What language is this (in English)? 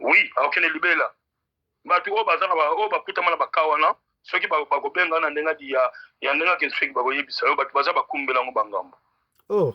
Lingala